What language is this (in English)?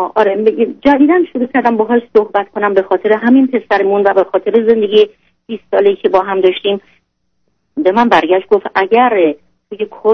Persian